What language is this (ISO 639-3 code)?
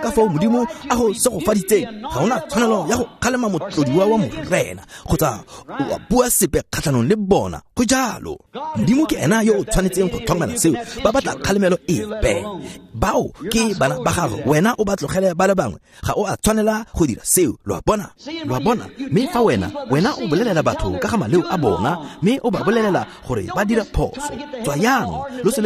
tsn